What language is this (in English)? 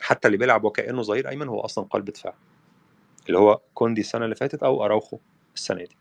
Egyptian Arabic